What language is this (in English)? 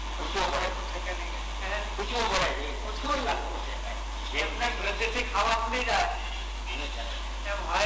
Gujarati